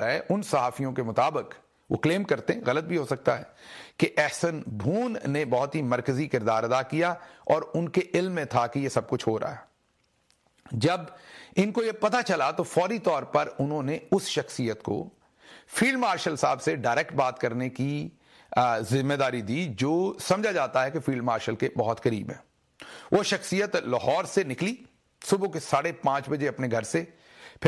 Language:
Urdu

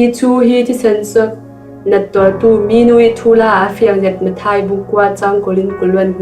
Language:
Falam Chin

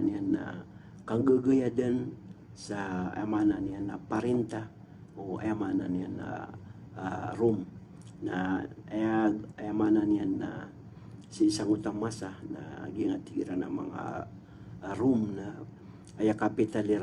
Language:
Maranao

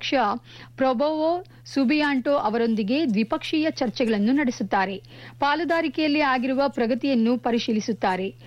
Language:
Kannada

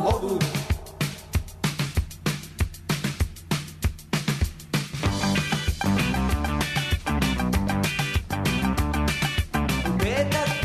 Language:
Serbian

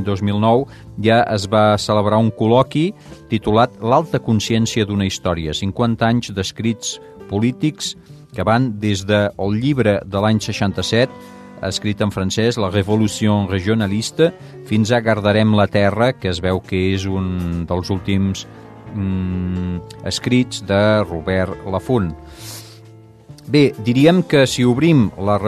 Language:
Catalan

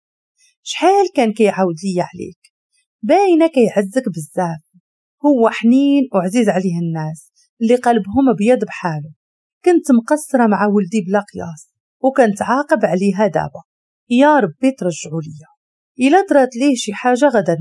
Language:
Moroccan Arabic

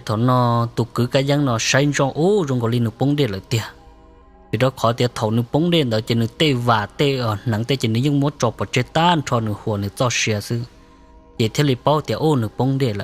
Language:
Hmong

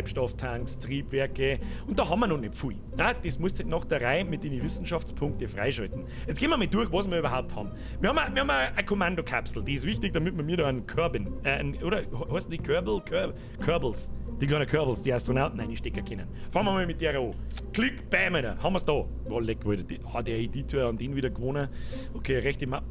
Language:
Bavarian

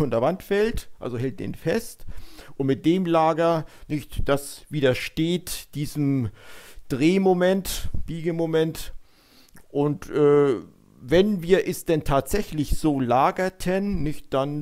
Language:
German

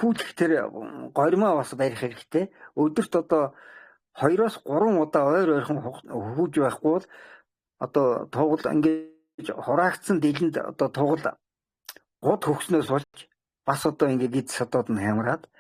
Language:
Mongolian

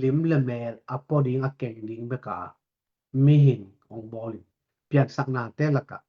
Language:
Tedim Chin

